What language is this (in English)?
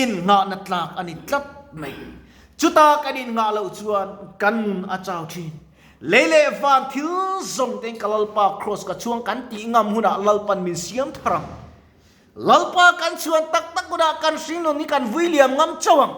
Mizo